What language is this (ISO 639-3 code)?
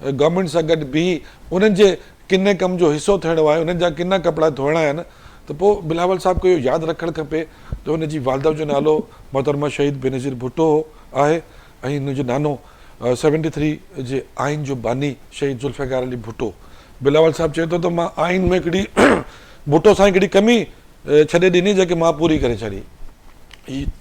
snd